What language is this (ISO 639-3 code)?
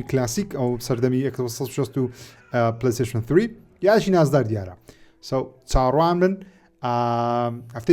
ckb